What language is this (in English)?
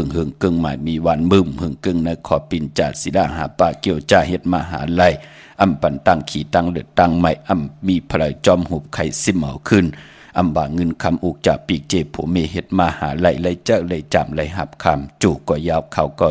Shan